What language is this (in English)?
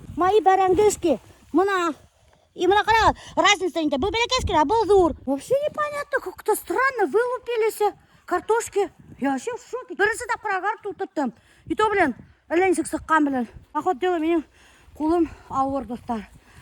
Bashkir